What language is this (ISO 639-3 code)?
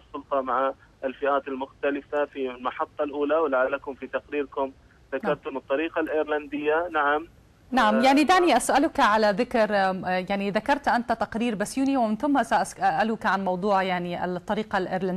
ara